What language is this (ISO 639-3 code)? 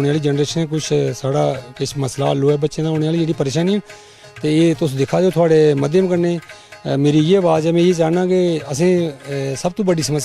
doi